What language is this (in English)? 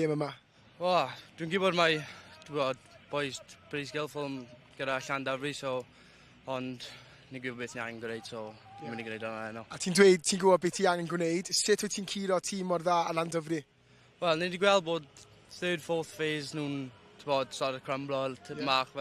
Welsh